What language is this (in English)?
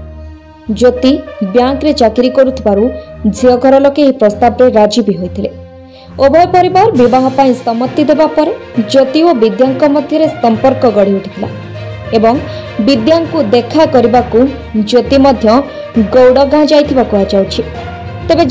Odia